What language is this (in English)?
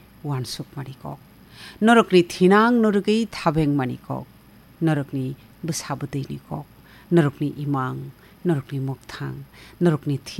Kok Borok